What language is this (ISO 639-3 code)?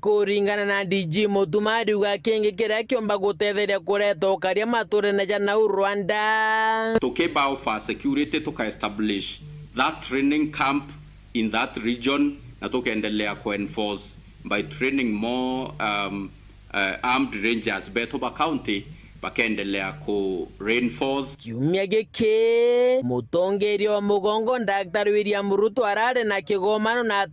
mer